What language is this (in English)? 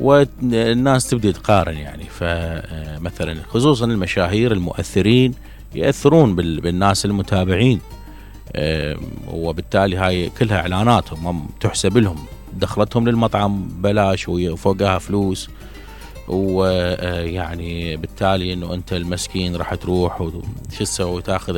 Mesopotamian Arabic